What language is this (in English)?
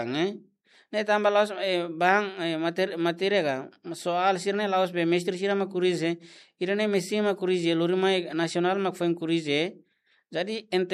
Tetum